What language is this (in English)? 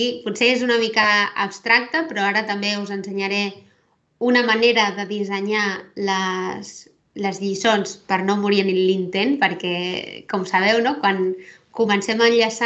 Catalan